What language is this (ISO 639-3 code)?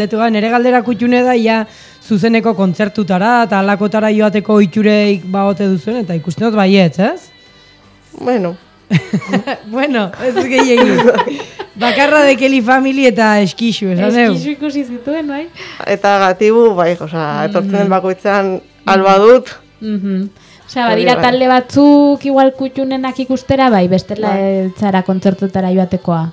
eus